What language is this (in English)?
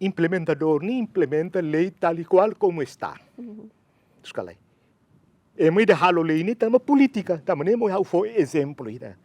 Tetum